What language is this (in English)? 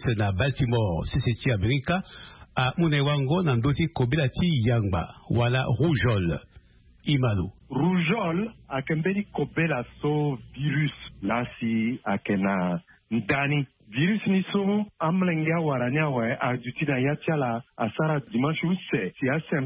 Sango